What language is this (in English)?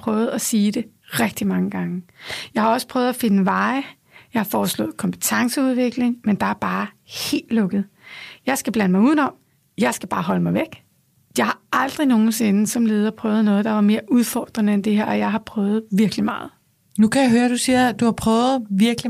Danish